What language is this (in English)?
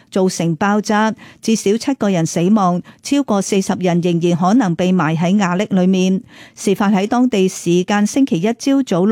Cantonese